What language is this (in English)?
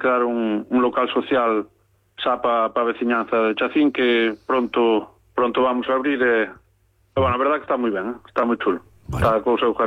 Galician